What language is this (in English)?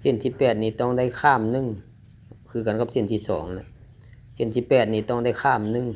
Lao